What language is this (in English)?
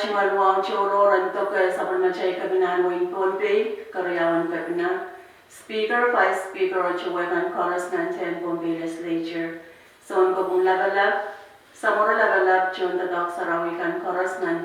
Pohnpeian